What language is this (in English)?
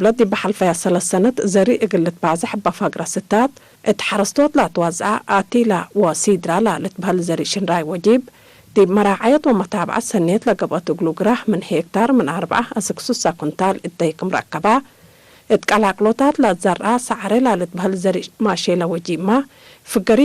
Tigre